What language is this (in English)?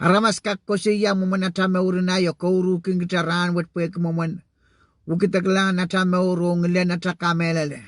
Pohnpeian